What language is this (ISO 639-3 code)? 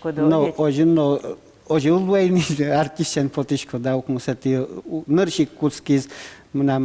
udm